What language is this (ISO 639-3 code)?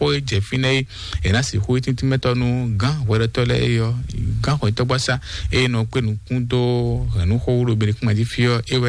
fon